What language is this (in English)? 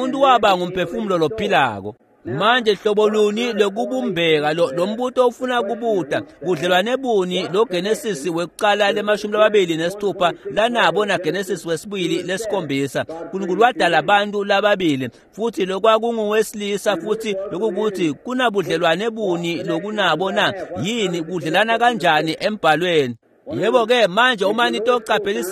Swati